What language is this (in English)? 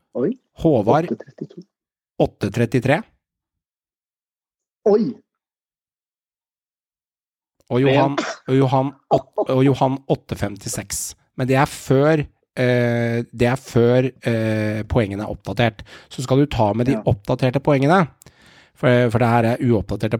Norwegian